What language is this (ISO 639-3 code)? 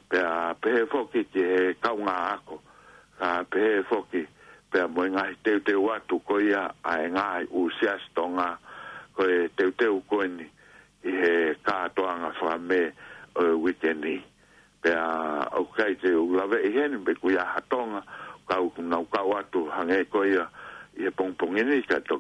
ton